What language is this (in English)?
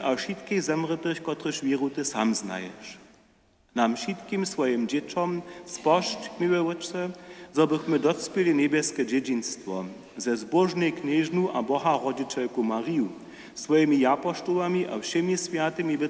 Upper Sorbian